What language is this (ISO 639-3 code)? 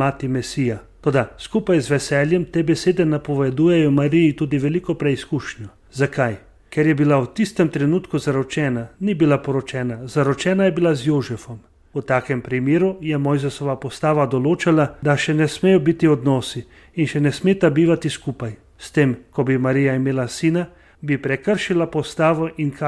slv